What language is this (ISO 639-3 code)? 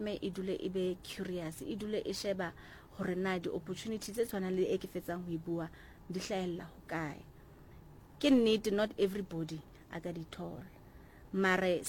sot